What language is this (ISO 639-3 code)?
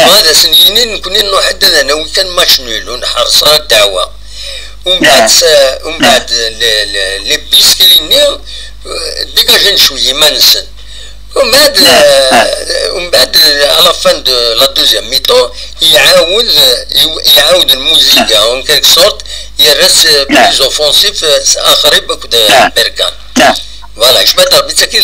kab